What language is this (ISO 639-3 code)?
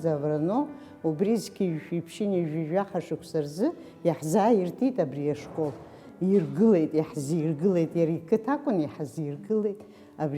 abk